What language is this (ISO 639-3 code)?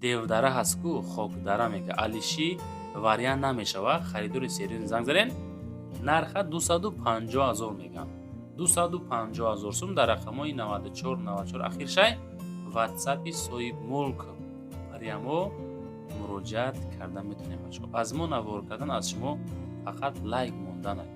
tgk